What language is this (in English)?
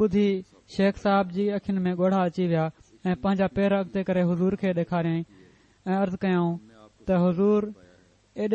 Sindhi